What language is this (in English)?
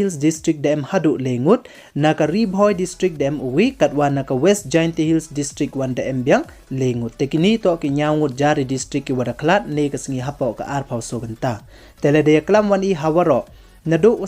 Pnar